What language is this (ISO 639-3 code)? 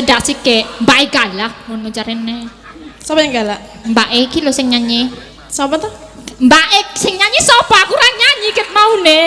jav